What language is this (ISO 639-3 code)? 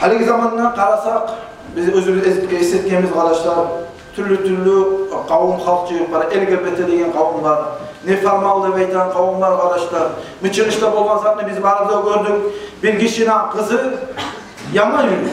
kum